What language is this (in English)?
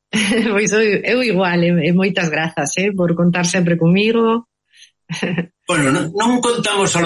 Galician